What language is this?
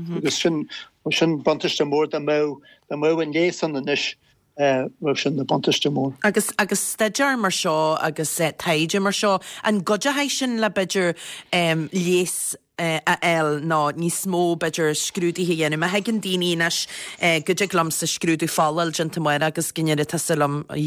Irish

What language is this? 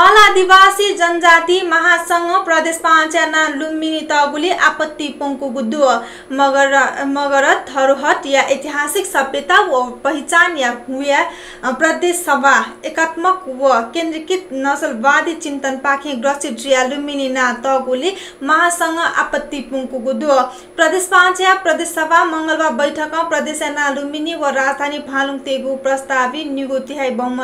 Newari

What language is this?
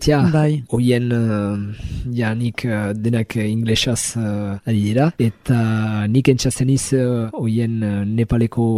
Basque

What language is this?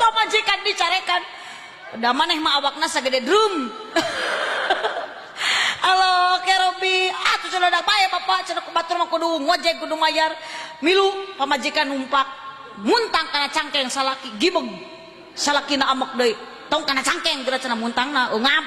Sundanese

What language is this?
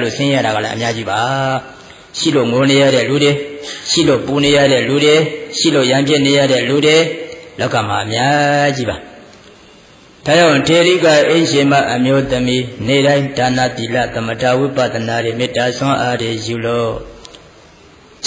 Burmese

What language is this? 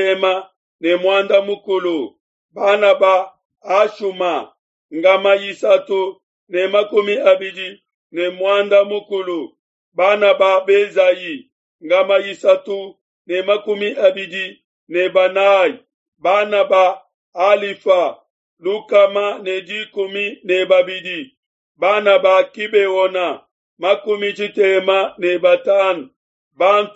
Luba-Lulua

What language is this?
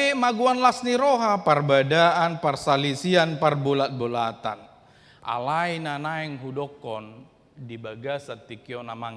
Batak Toba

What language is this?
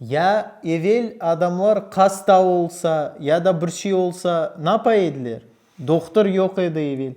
Crimean Tatar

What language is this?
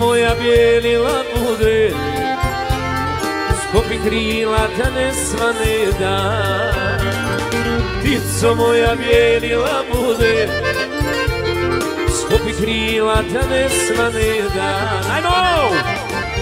Serbian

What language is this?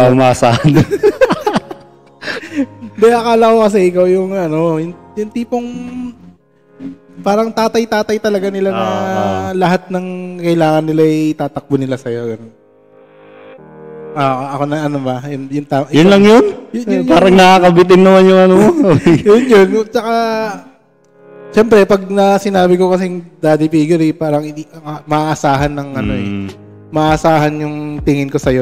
Filipino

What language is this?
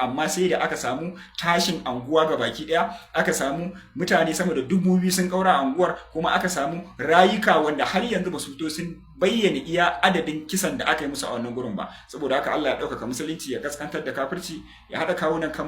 Hausa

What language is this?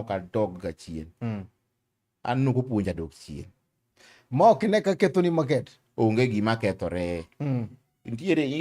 Luo (Kenya and Tanzania)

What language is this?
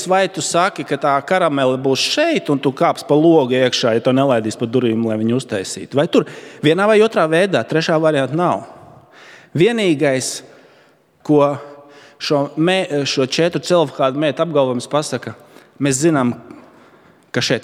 Latvian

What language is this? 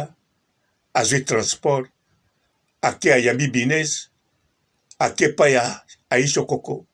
Lingala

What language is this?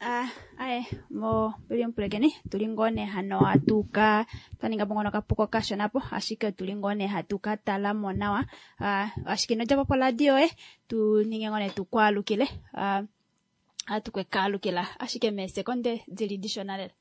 Kuanyama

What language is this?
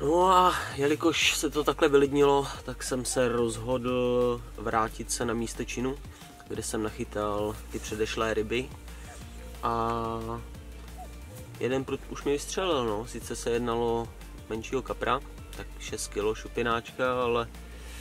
Czech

